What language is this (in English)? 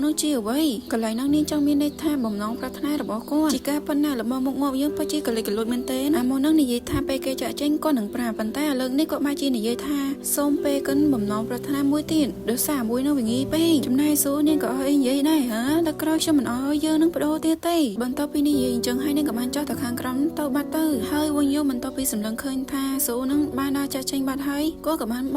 Khmer